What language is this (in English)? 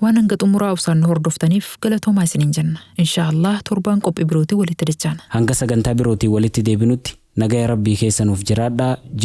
Oromo